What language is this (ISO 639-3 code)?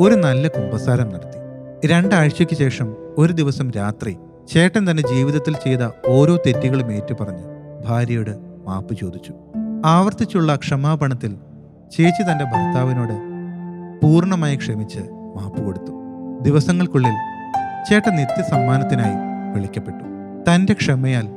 mal